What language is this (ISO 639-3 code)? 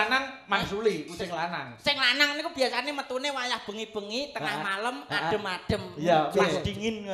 jav